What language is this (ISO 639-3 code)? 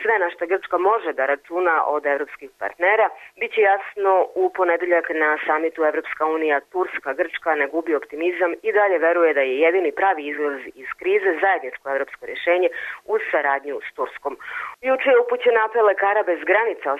srp